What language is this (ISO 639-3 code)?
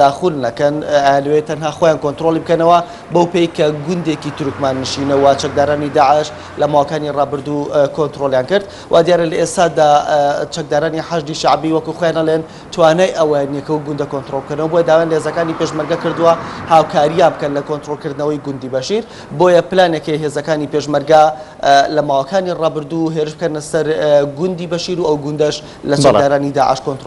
ckb